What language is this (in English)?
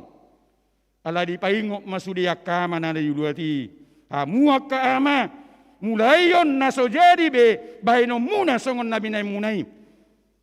Batak Toba